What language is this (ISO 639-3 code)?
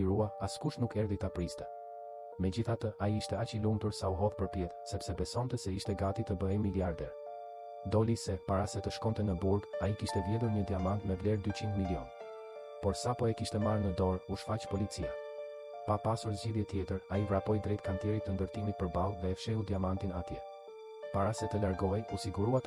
sqi